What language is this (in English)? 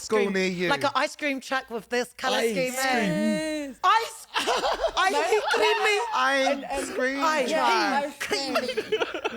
Māori